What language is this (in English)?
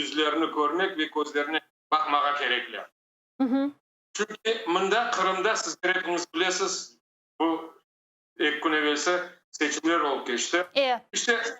Crimean Tatar